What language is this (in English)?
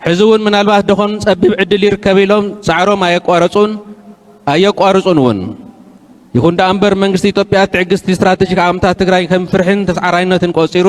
Tigrinya